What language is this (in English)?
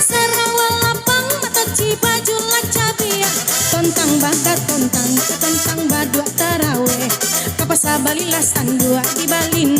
Minangkabau